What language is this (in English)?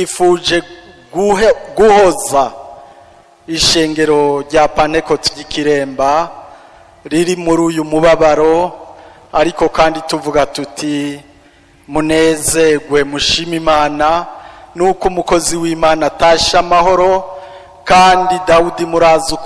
Rundi